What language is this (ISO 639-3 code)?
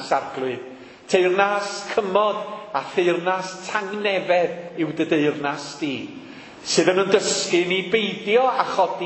cym